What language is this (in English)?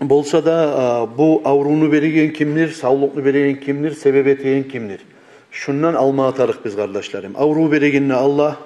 Kumyk